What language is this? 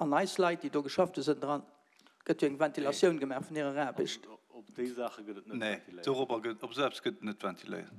Luxembourgish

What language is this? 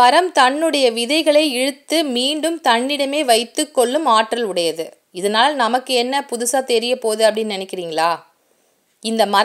Tamil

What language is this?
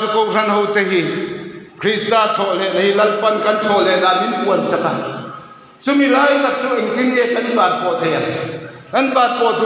Mizo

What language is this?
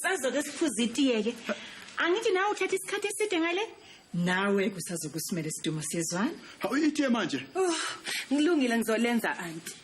Zulu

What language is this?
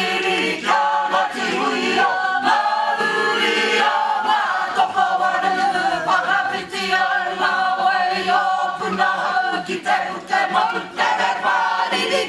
Māori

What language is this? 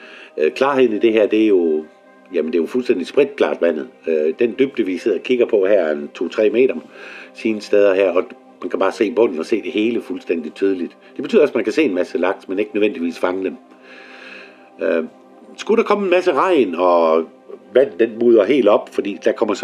Danish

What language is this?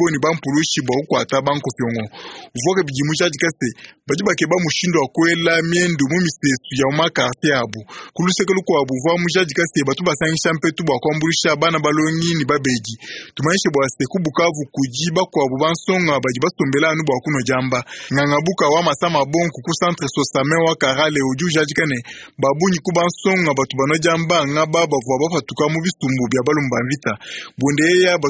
Luba-Lulua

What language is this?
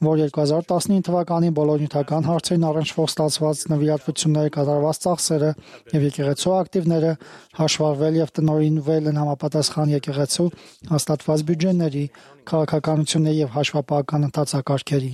Armenian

